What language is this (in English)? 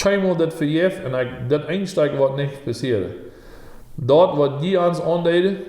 Plautdietsch